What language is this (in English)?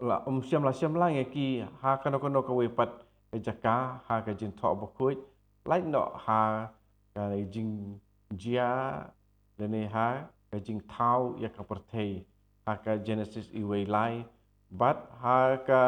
Khasi